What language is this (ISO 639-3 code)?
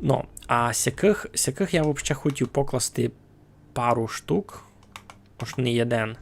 rue